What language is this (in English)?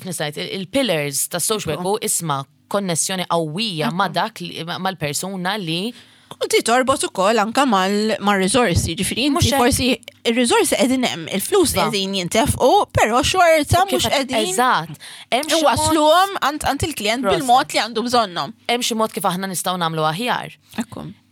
Maltese